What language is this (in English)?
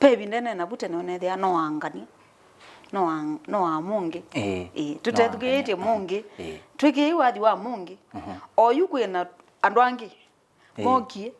Kamba